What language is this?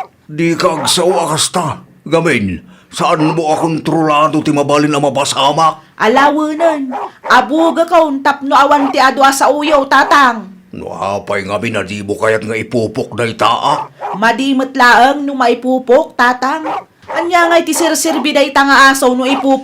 Iloko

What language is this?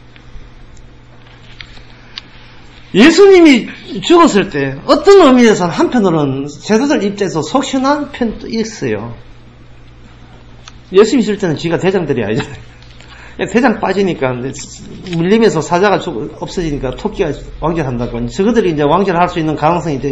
Korean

